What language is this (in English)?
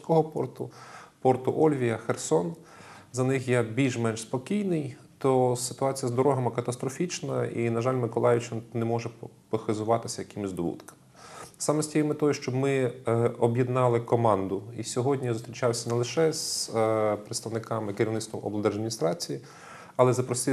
Ukrainian